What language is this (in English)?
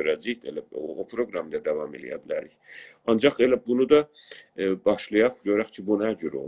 South Azerbaijani